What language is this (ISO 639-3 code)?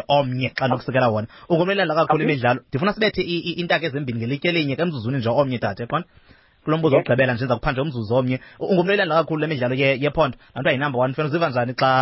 xho